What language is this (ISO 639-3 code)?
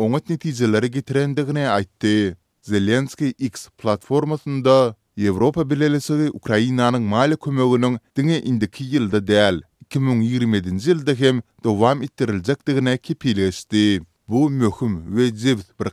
tuk